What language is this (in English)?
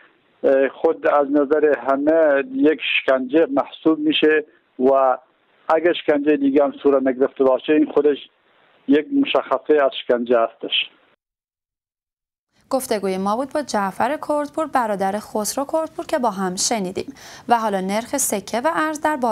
Persian